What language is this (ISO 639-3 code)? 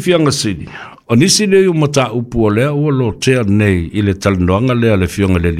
smo